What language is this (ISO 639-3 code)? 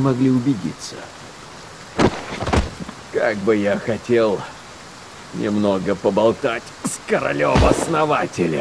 rus